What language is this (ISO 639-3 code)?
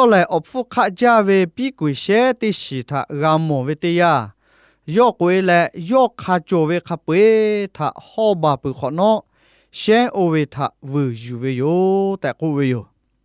lhu